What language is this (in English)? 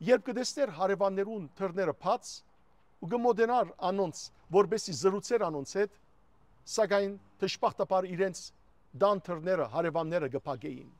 Western Armenian